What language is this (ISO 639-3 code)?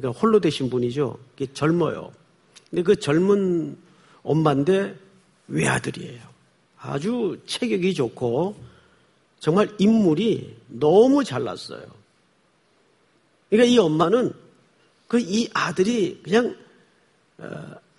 kor